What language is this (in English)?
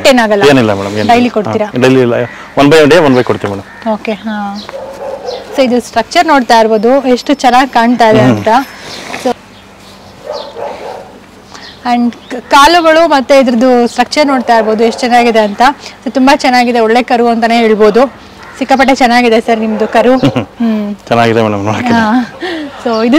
Kannada